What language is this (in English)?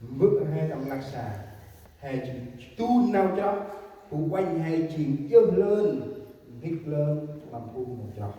Central Mnong